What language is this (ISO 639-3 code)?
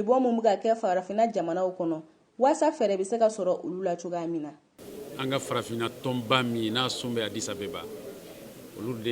bam